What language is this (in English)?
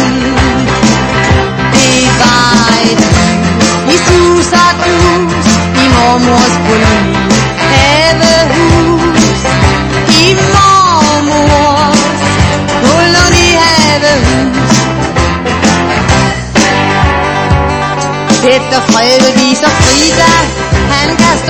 Danish